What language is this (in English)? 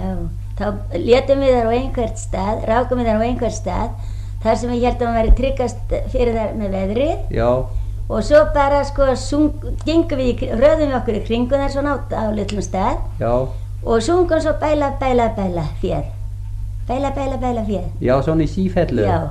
Icelandic